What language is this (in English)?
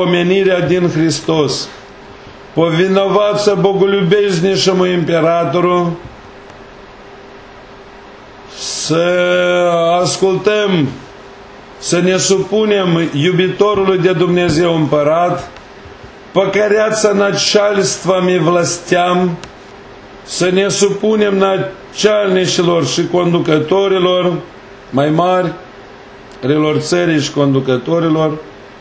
Romanian